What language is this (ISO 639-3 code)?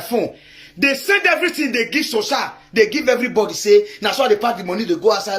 pcm